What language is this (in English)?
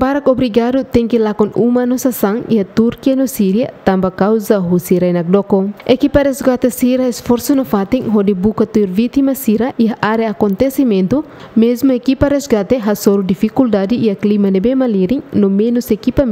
Tetum